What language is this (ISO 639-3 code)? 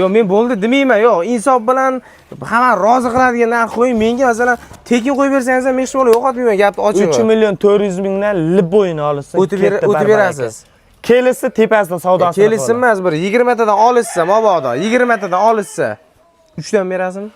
uzb